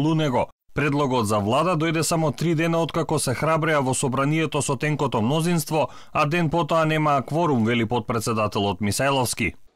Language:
Macedonian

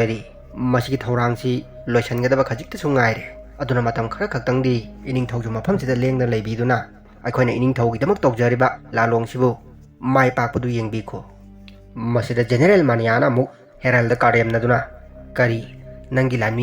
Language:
Manipuri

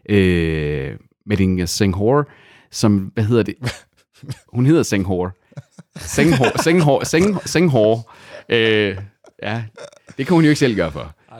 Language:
Danish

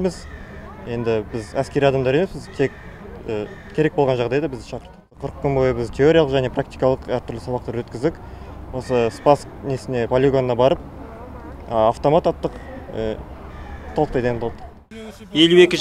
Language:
Kazakh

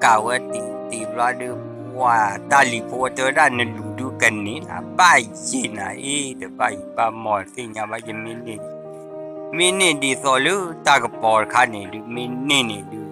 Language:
S'gaw Karen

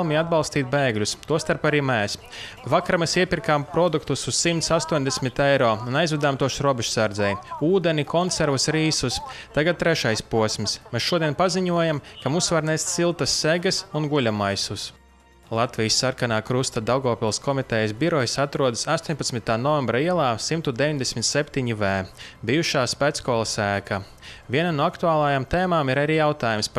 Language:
Latvian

